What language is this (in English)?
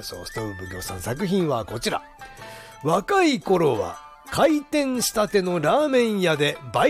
Japanese